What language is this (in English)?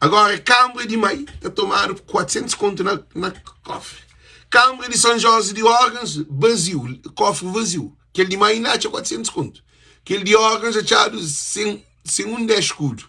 Kabuverdianu